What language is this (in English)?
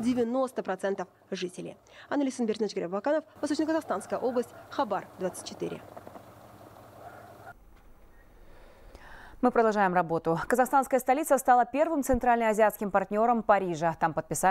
Russian